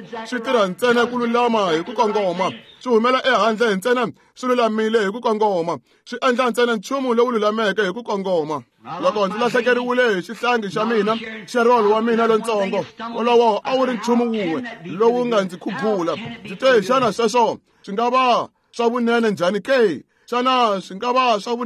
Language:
Tsonga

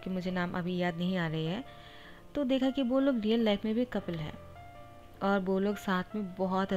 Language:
Hindi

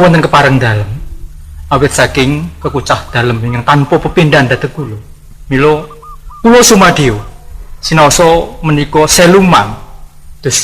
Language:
Javanese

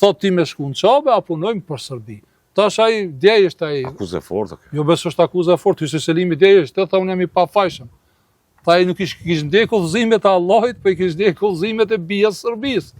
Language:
Albanian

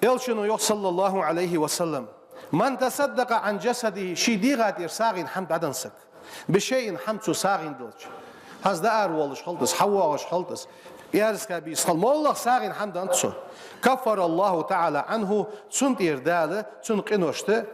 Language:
Ingush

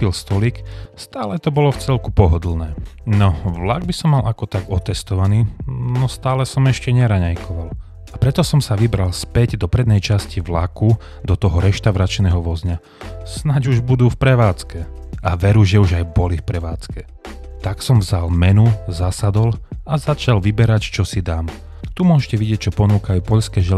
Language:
Slovak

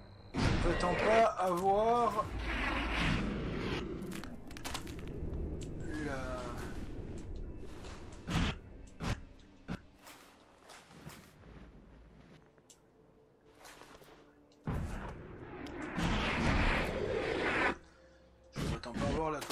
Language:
French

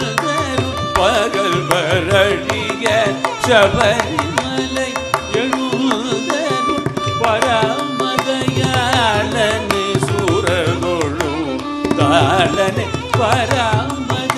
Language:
Tamil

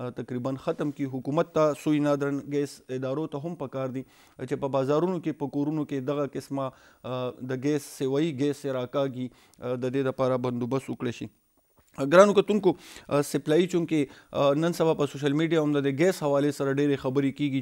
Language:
Pashto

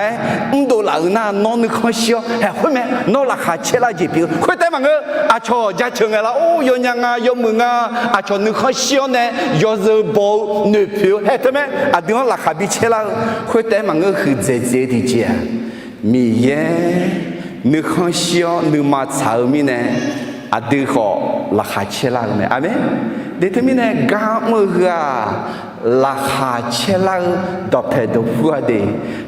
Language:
Akha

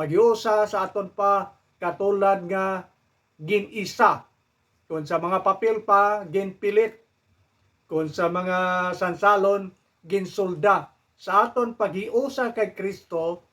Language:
Hiligaynon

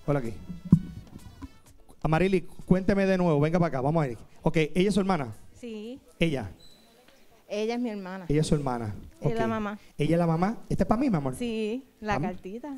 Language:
Spanish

